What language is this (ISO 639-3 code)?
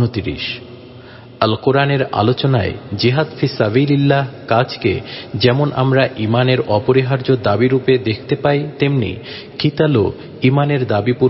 ben